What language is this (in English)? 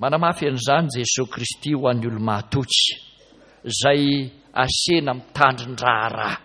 Malagasy